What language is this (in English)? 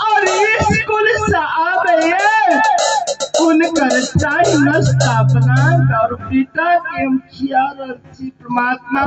Maithili